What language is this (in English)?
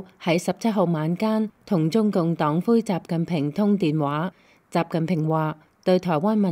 Cantonese